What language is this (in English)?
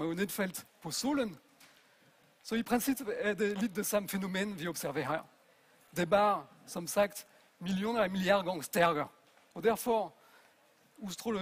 Danish